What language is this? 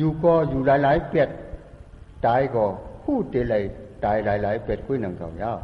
Shan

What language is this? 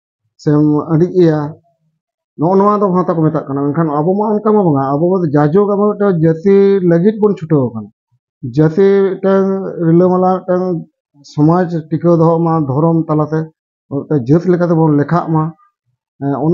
Santali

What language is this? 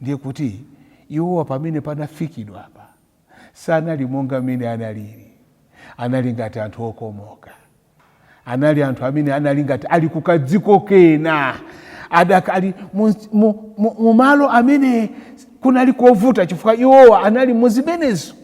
Nyanja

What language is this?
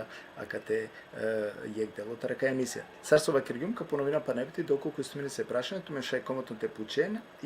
Balkan Romani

